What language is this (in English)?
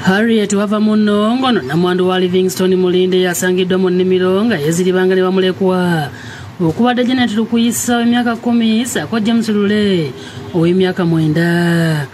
Ganda